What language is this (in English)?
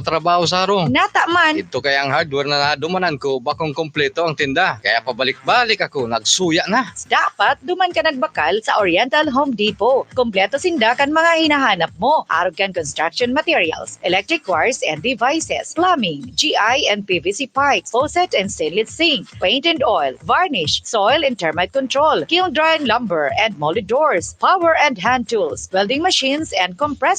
Bikol